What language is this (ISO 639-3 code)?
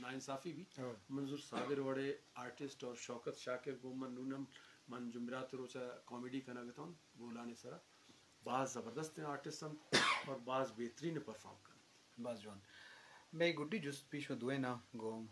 bgp